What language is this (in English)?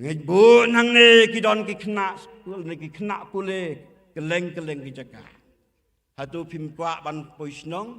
Khasi